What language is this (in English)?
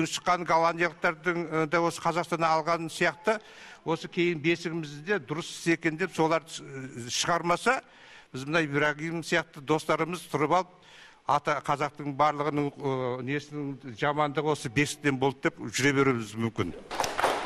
Kazakh